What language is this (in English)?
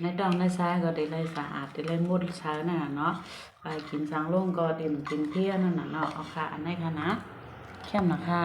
Shan